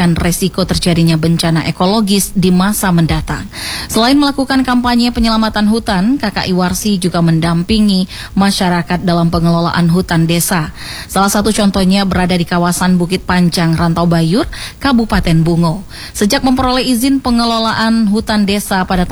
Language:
Indonesian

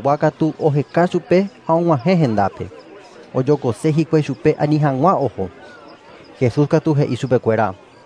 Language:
Guarani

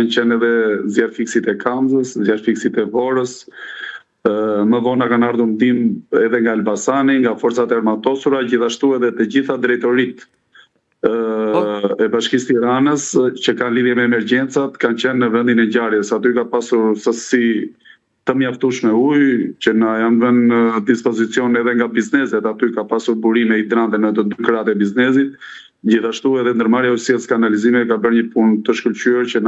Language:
Albanian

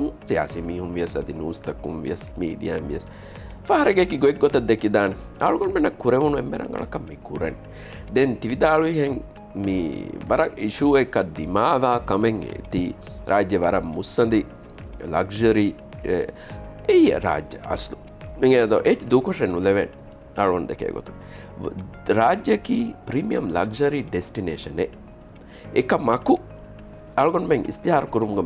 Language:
Divehi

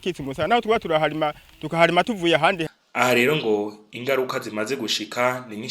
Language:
Rundi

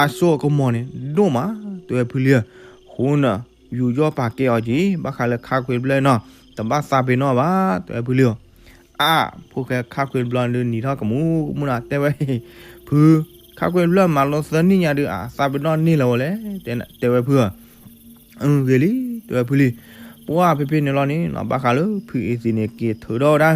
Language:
S'gaw Karen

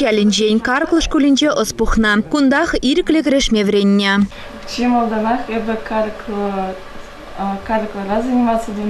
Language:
Chuvash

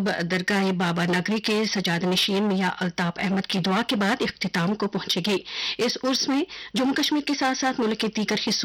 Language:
Urdu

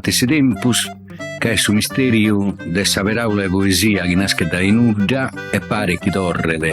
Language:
Sardinian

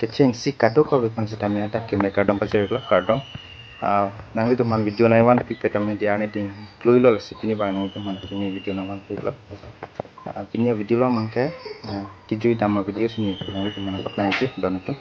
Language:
Karbi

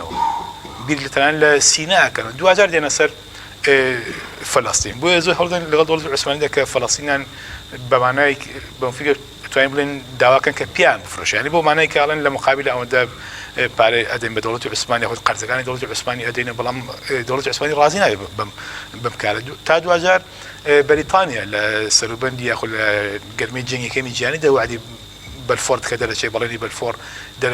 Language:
Central Kurdish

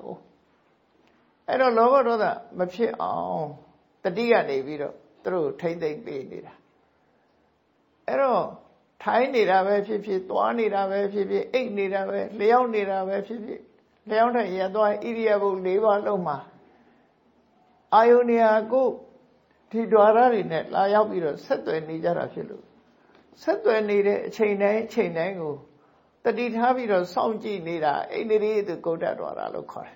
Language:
Burmese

